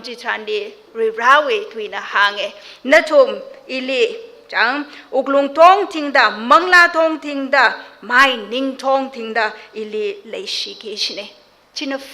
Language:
Tangkhul Naga (India)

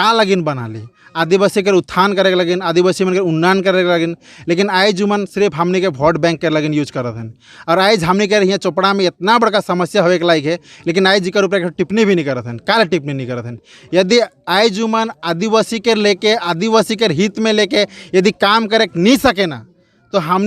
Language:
Sadri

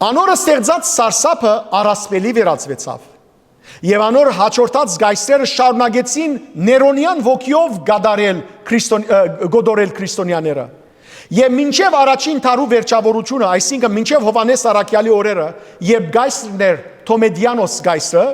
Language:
Western Armenian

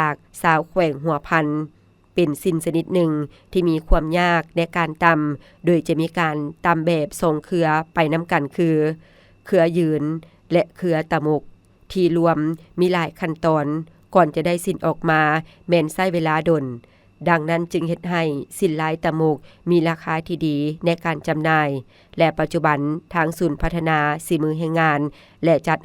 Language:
Lao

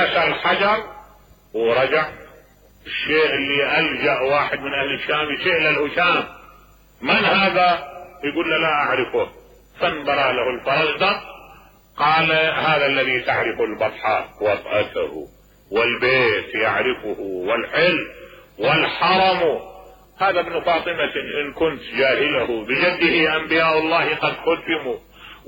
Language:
Mesopotamian Arabic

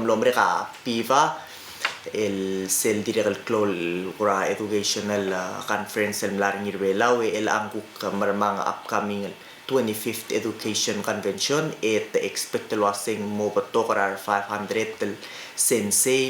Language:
Palauan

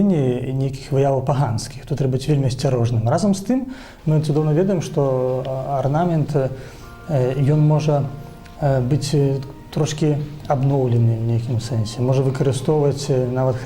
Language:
Belarusian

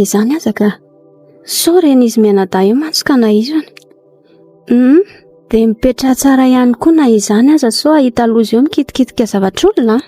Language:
Malagasy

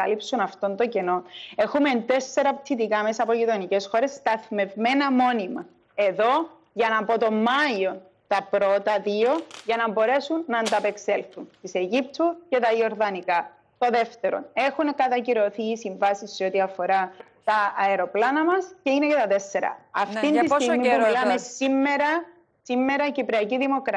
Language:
Greek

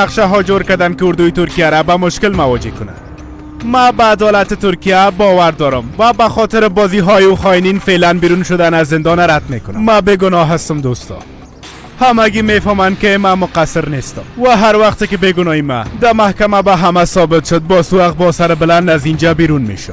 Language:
Persian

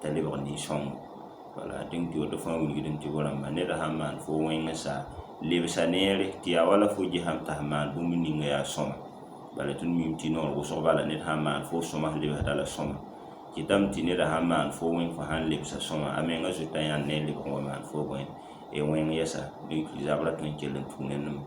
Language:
Mossi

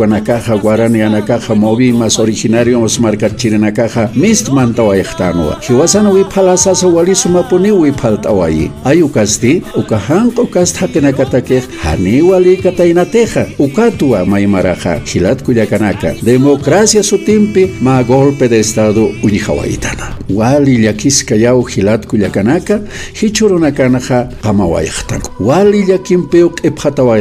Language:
Aymara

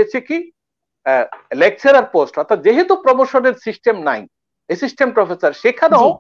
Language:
Bangla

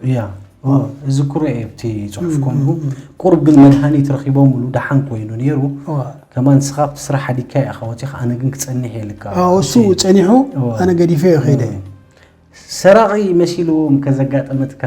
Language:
Tigrinya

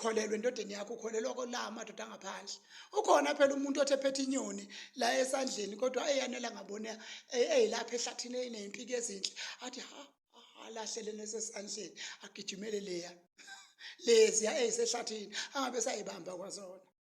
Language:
Zulu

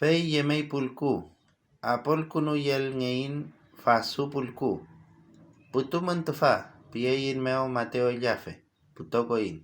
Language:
Mapuche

